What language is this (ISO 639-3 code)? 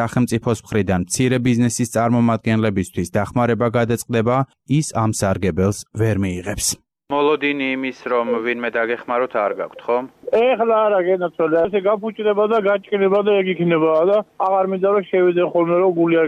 kat